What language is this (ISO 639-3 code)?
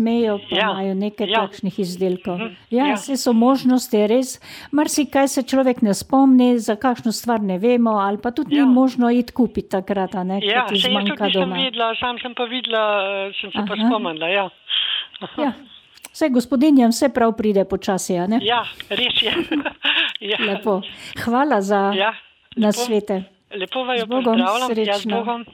slv